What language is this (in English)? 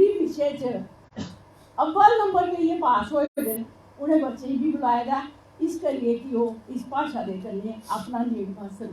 Dogri